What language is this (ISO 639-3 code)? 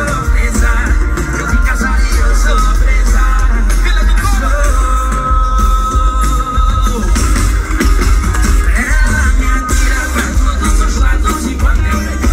por